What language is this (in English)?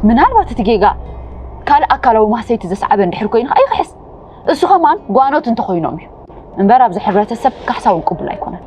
Tigrinya